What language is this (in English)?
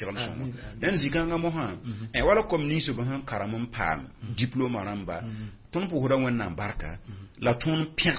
Mossi